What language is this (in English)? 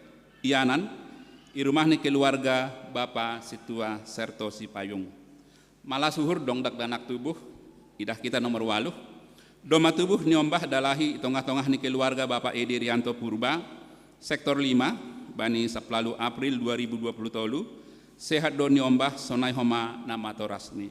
Batak Simalungun